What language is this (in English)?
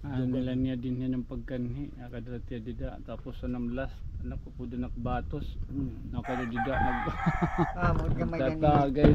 Waray